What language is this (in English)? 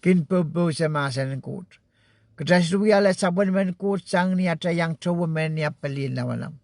Pohnpeian